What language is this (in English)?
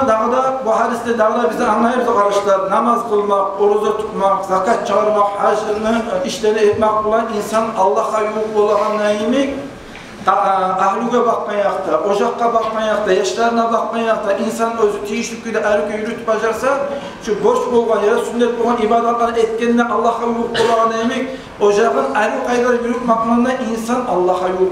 Kumyk